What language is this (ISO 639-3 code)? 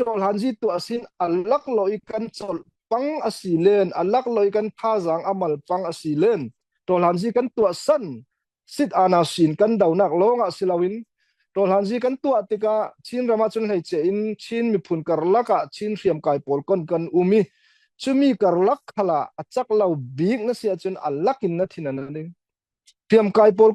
cfm